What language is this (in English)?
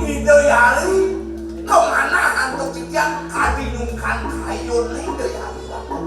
Balinese